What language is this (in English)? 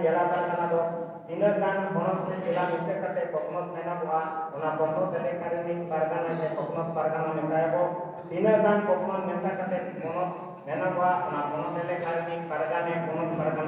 Santali